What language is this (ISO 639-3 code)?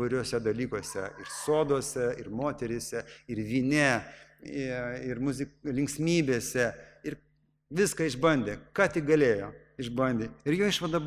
lit